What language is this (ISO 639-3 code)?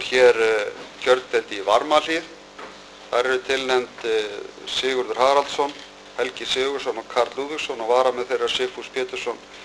isl